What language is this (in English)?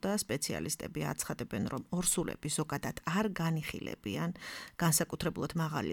Georgian